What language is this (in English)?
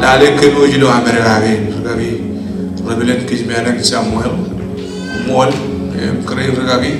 Marshallese